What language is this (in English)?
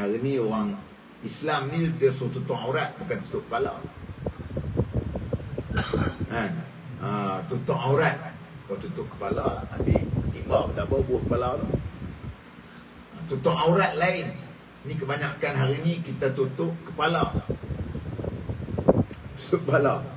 Malay